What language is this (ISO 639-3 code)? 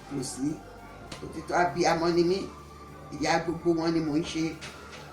yor